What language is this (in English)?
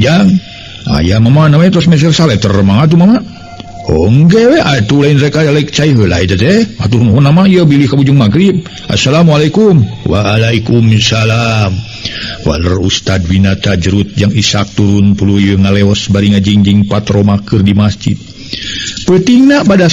Sundanese